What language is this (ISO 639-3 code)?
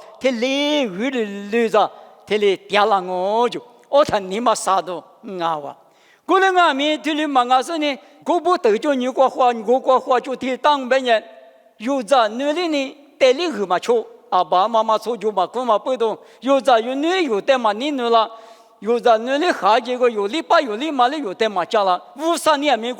lis